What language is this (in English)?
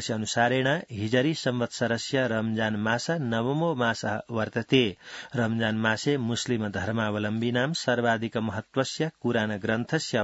Sanskrit